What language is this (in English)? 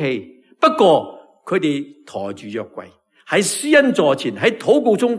Cantonese